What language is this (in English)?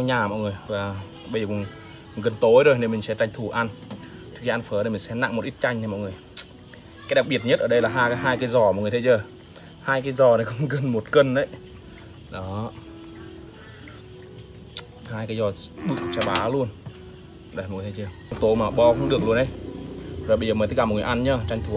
Vietnamese